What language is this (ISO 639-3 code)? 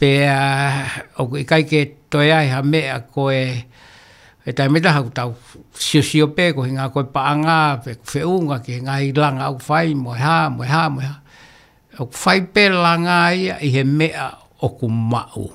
ton